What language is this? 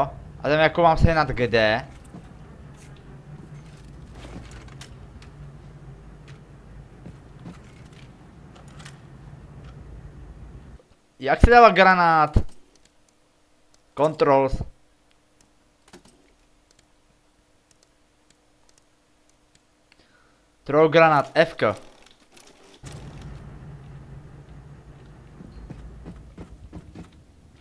Czech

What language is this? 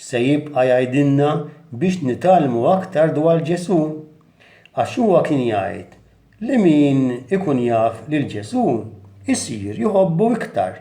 Maltese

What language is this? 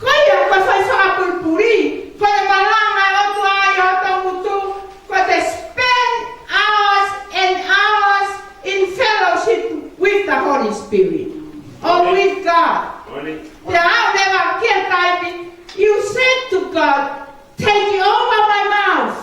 Tongan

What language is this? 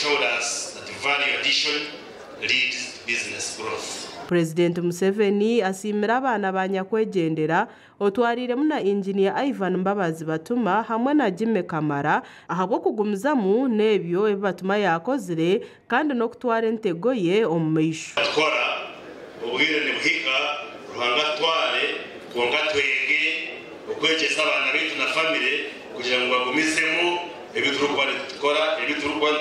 Nyankole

